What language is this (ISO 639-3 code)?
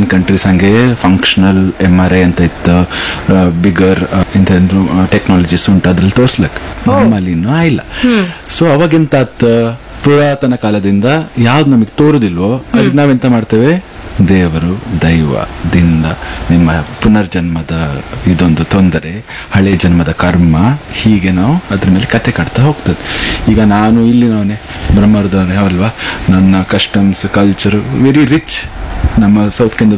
kan